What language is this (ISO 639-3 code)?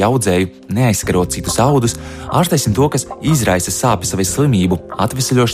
lav